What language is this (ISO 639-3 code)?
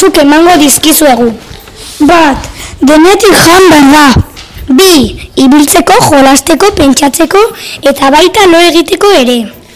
eus